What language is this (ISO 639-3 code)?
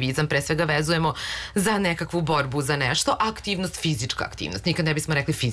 srp